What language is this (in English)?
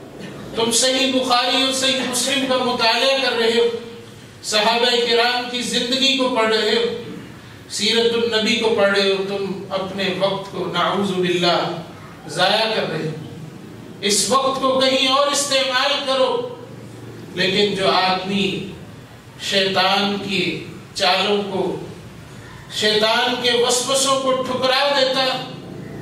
Urdu